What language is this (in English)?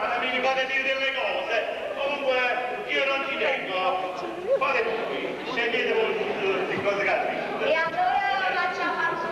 Neapolitan